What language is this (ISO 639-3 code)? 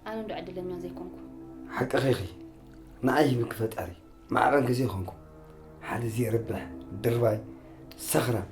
tir